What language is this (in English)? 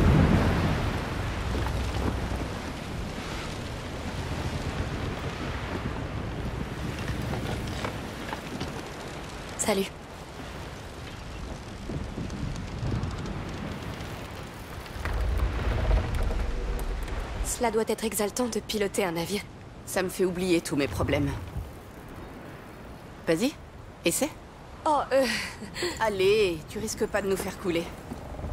French